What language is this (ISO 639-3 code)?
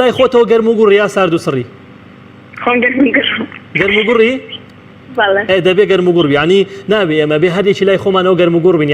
ckb